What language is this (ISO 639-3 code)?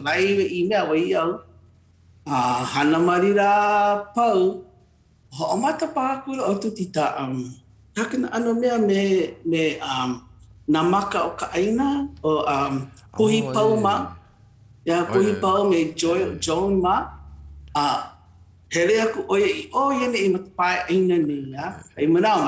haw